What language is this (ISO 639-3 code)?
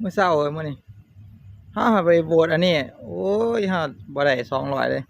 tts